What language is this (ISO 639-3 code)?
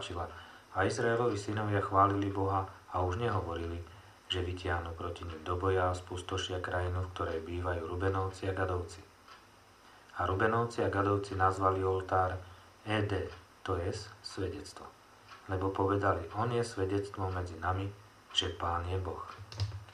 slk